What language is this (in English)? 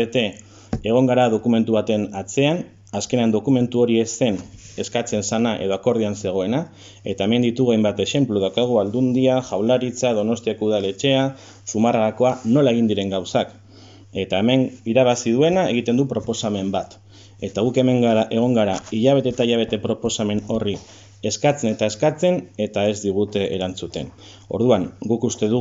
Basque